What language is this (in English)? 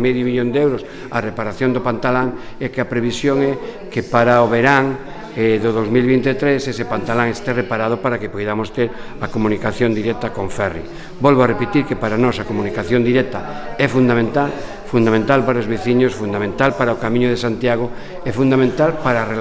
Galician